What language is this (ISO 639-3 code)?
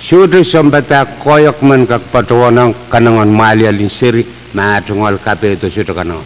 pon